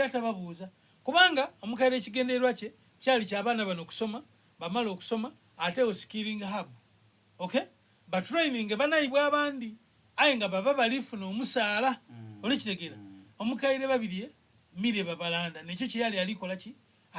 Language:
Soga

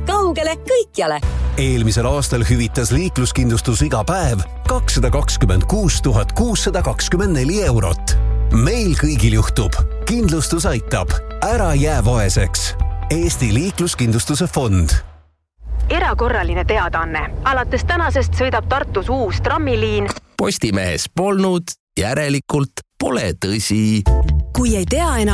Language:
Estonian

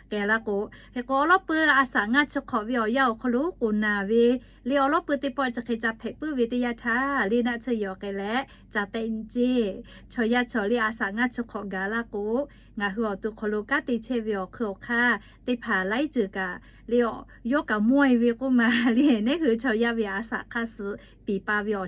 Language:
Lahu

